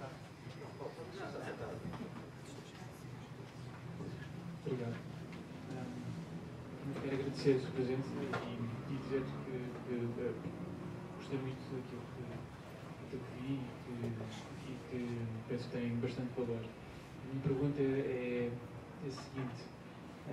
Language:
Portuguese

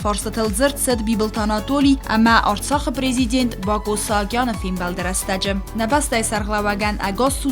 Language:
Ossetic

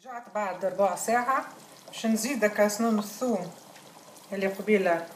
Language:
Tunisian Arabic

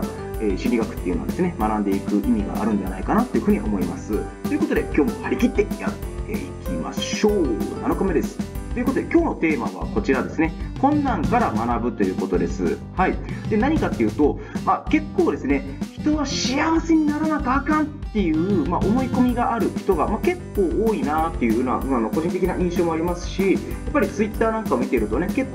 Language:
Japanese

